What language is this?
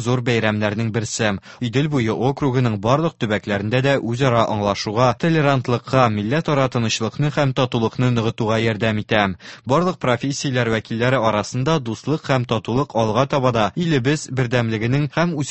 Tatar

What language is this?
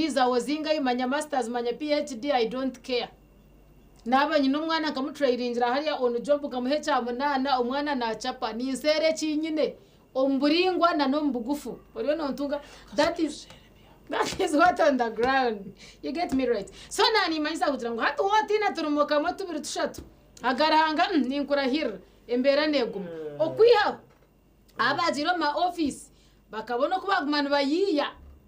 Nyankole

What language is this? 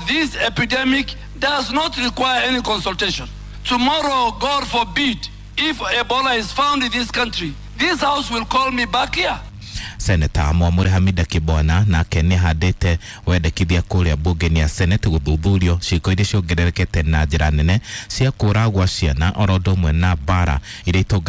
Kikuyu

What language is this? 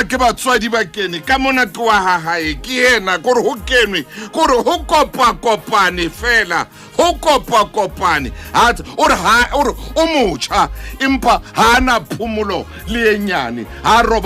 Southern Sotho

